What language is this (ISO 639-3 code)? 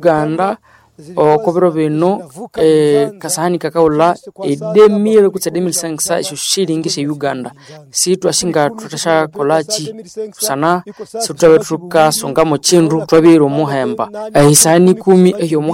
nnb